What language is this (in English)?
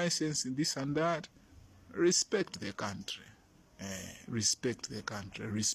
Nyanja